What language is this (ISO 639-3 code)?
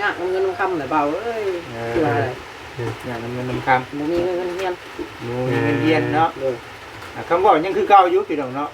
tts